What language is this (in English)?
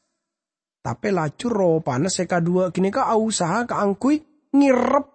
Madurese